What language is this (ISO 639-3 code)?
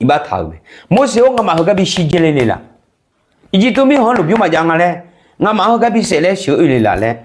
ahk